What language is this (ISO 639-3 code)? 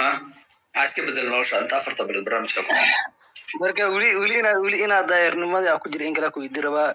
som